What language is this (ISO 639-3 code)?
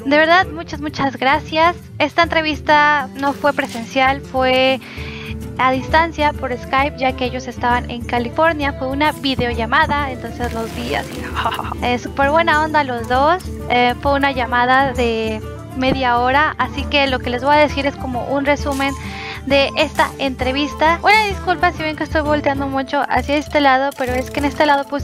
spa